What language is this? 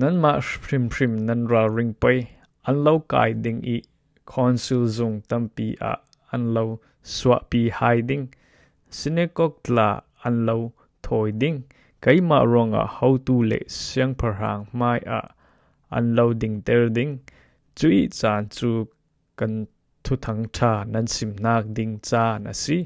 Falam Chin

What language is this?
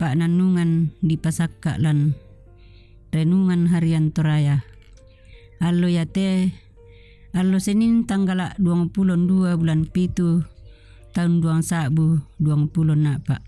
Toraja-Sa'dan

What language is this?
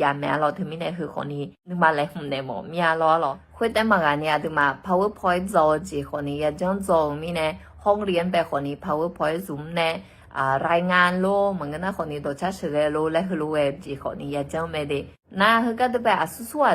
Akha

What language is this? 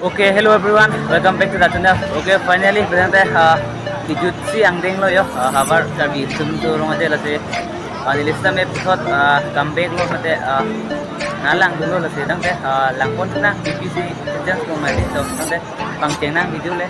Karbi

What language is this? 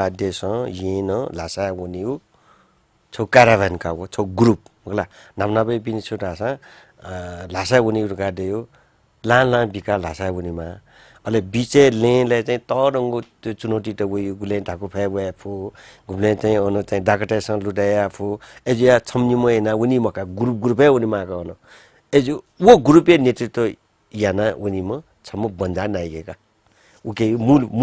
Newari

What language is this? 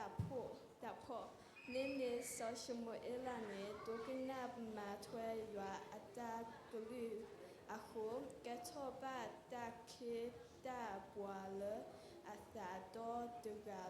S'gaw Karen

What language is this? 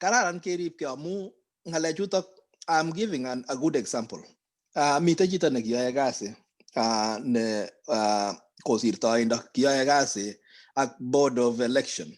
Kalenjin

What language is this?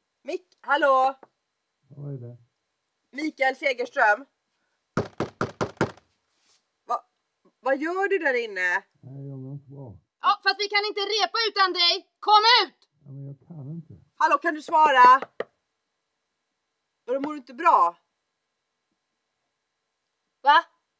Swedish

